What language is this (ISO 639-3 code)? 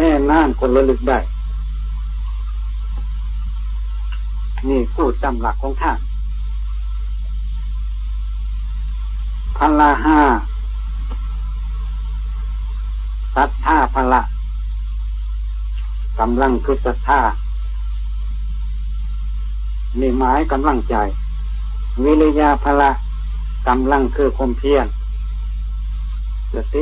tha